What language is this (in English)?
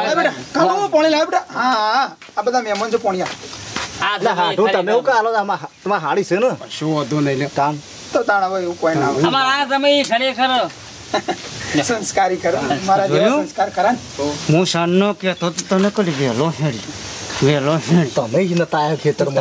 Gujarati